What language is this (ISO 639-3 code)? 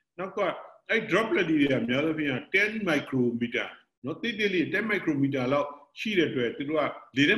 mya